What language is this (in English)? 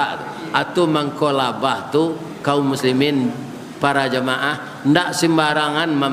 Minangkabau